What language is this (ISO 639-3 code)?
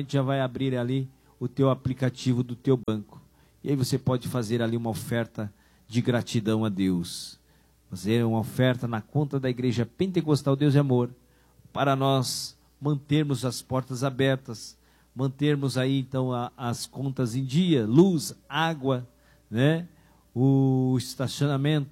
por